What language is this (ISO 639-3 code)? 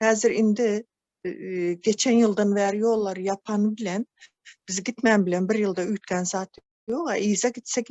tuk